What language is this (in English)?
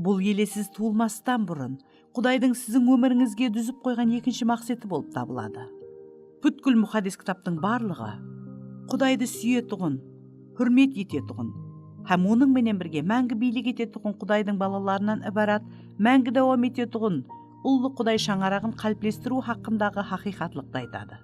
Kara-Kalpak